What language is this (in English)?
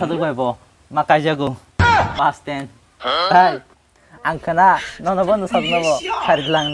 Kok Borok